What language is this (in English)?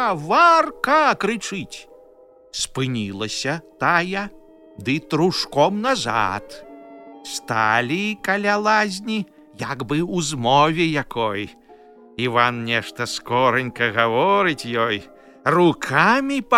Belarusian